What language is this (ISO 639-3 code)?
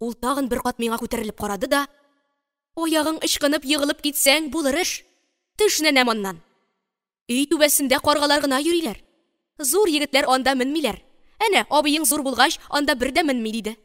tat